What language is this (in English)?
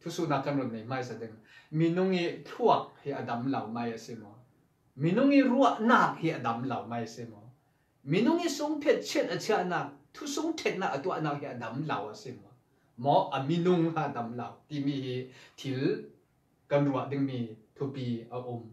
Falam Chin